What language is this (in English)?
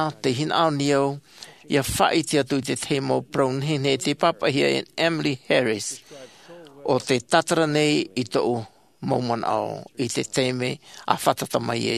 Tahitian